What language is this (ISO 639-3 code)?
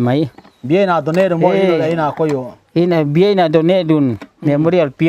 pck